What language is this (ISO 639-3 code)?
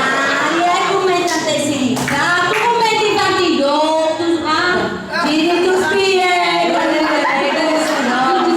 srd